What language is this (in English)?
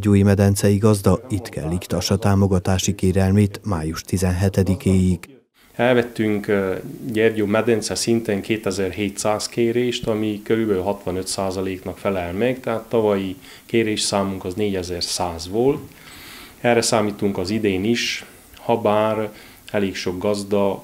Hungarian